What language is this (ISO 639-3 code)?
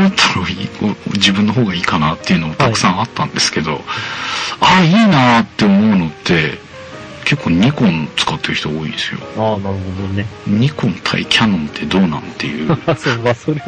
jpn